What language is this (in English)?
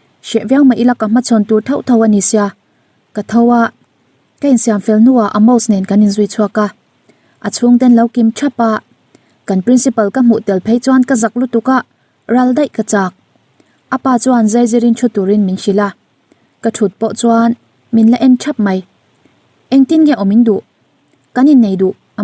Mizo